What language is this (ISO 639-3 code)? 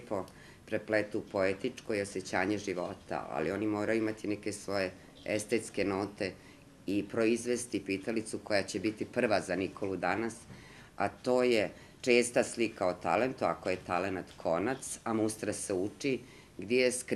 srp